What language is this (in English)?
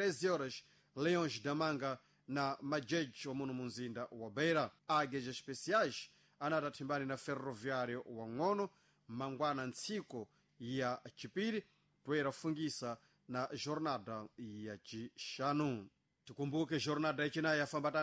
Sena